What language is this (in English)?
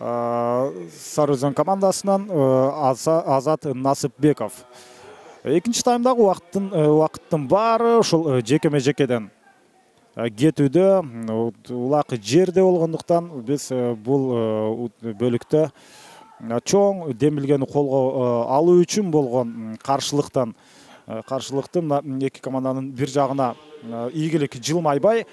Kyrgyz